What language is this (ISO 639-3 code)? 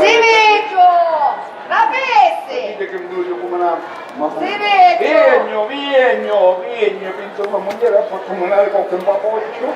scn